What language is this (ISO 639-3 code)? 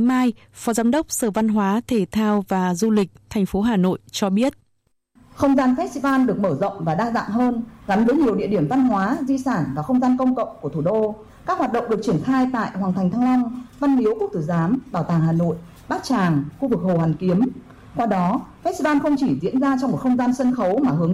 vie